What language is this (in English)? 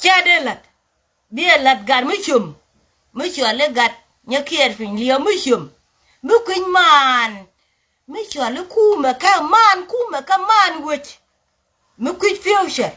Nuer